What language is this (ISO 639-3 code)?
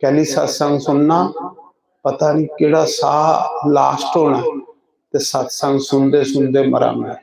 doi